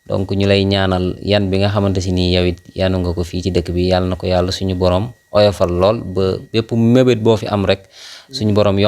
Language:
Wolof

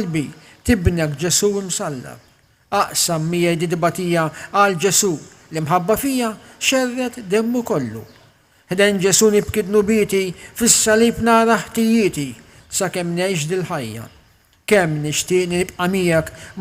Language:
Maltese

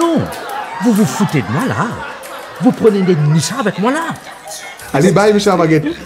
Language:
Morisyen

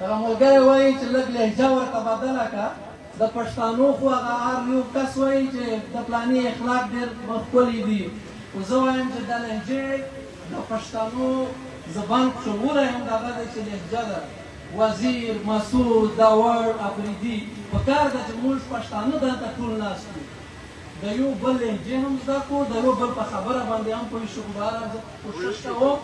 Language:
Pashto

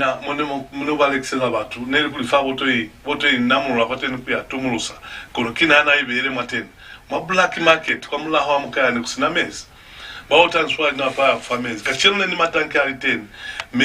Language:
Lozi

